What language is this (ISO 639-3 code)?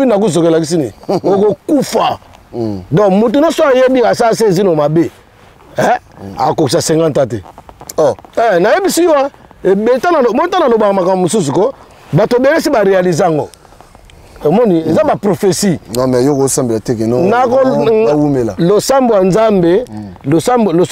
lin